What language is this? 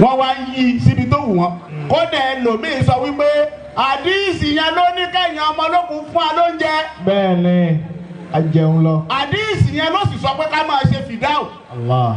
Yoruba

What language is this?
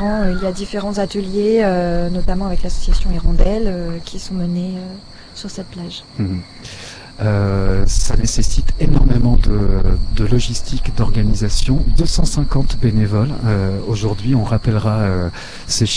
French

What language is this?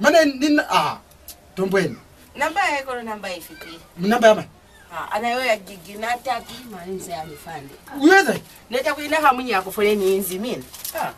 Lozi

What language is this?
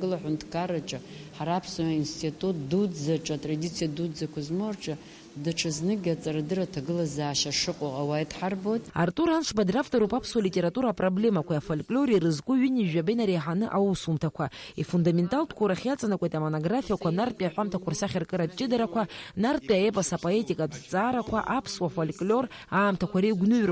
Abkhazian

